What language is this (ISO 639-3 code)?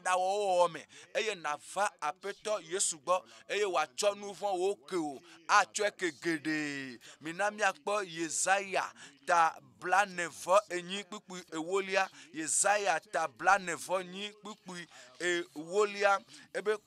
ewe